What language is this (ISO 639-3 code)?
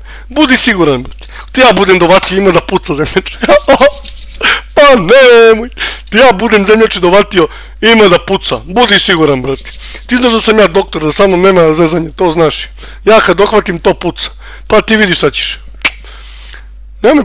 srp